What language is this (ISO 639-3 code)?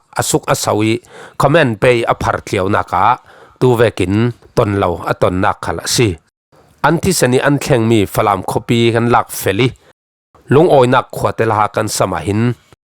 cfm